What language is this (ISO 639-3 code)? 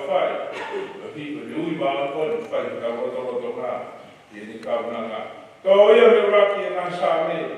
ton